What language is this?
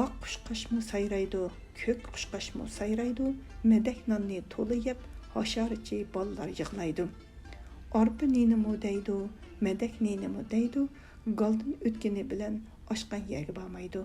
Uyghur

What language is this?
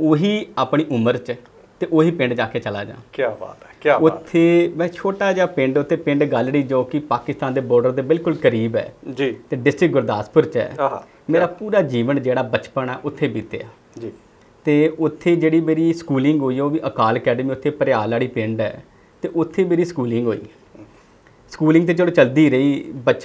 Punjabi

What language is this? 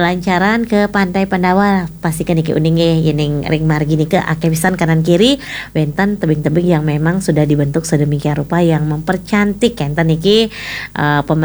Balinese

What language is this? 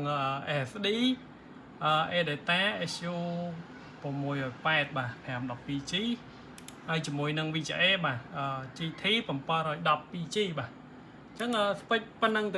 Khmer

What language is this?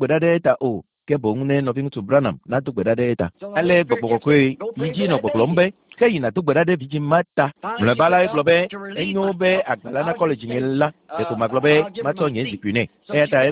Ewe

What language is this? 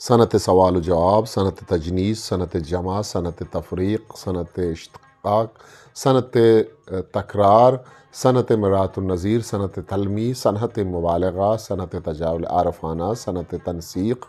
Eastern Balochi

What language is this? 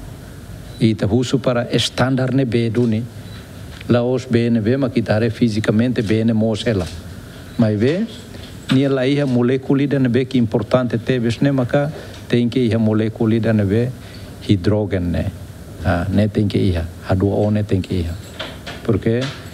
Tetum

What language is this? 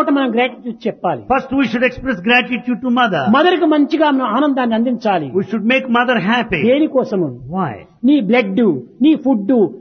Telugu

